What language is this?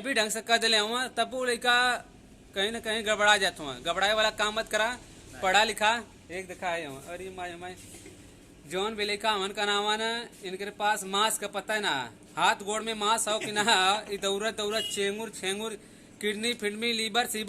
Bhojpuri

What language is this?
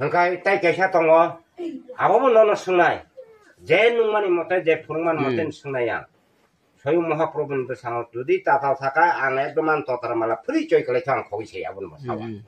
Kok Borok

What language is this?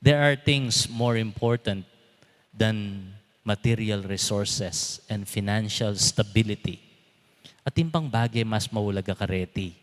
Pampanga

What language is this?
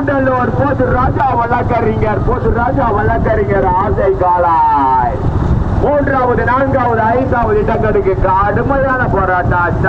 Tamil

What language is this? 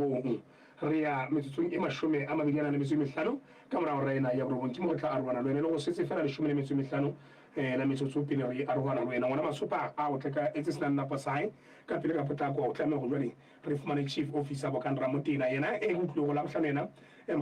Southern Sotho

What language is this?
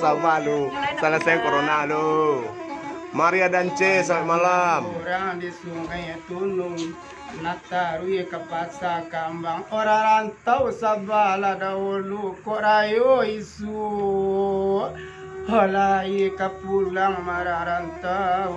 Minangkabau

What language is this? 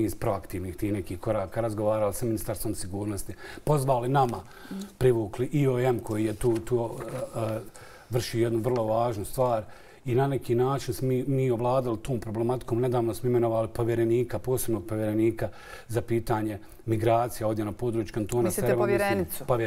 Bosnian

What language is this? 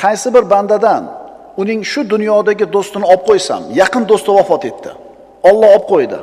Uzbek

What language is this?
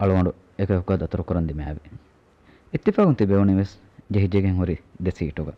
Divehi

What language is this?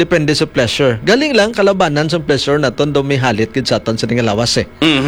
Hiligaynon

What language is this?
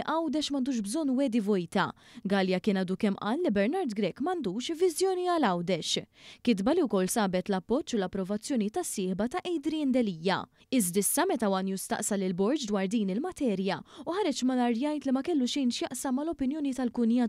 Maltese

